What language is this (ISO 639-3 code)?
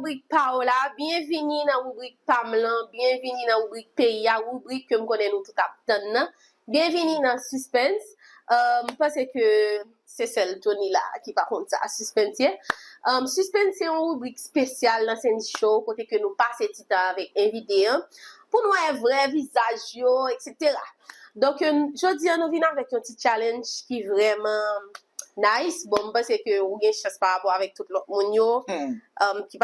hat